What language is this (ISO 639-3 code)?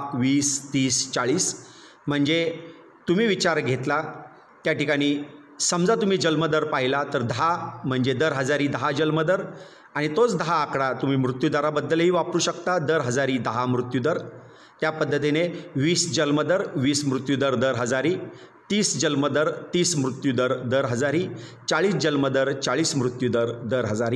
mar